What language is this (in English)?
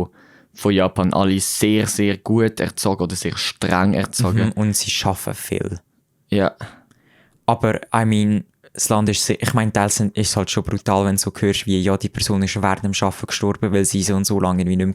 Swiss German